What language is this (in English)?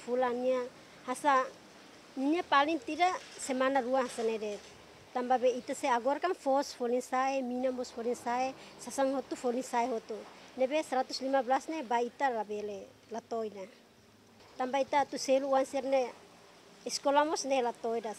Tetum